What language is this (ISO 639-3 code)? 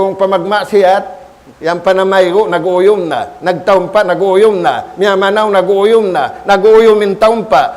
tsg